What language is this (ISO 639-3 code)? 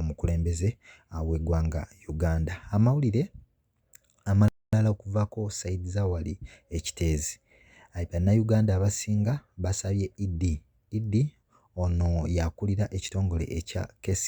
lug